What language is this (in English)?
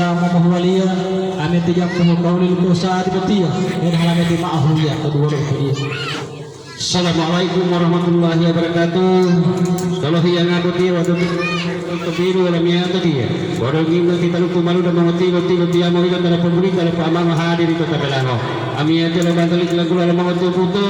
Gorontalo